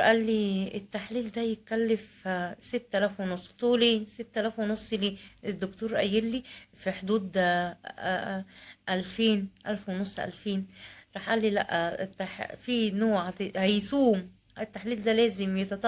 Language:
Egyptian Arabic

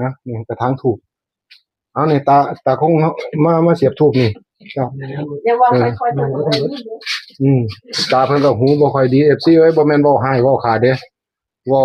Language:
Northeastern Thai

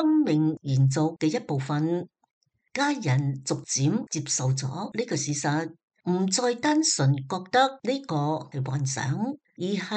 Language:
Cantonese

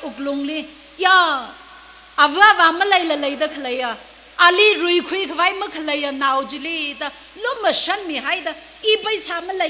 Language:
Tangkhul Naga (India)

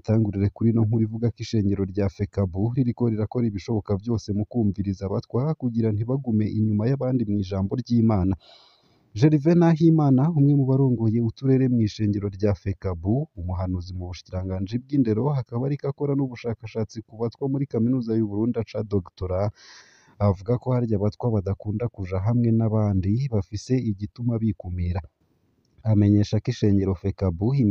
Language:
Rundi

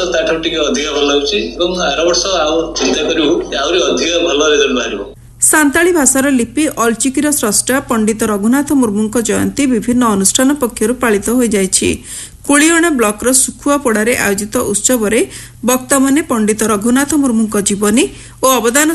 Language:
Odia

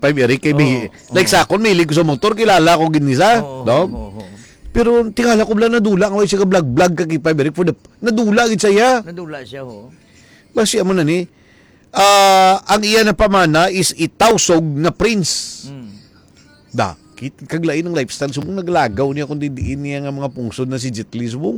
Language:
Hiligaynon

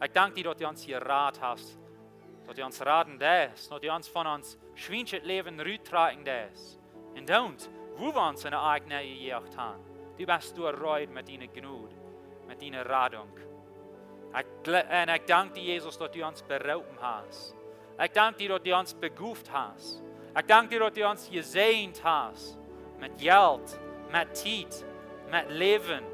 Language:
Plautdietsch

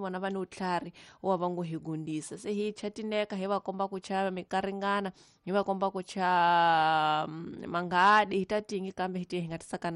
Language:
Tsonga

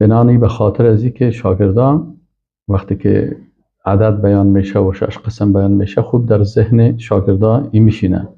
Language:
Persian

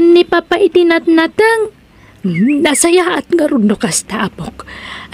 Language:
Iloko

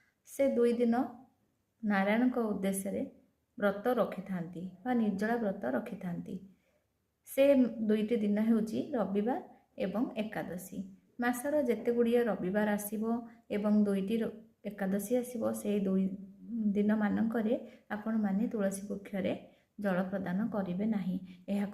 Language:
Odia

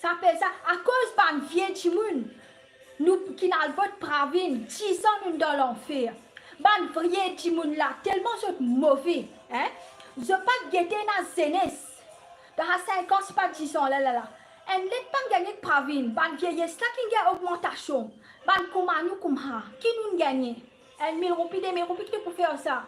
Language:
Morisyen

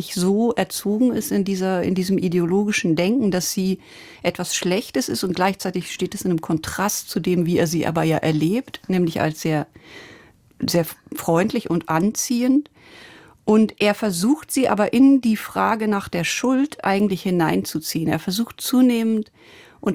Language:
German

